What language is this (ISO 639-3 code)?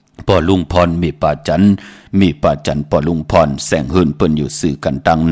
shn